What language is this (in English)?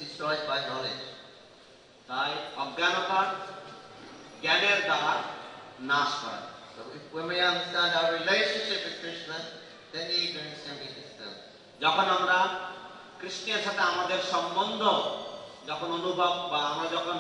Bangla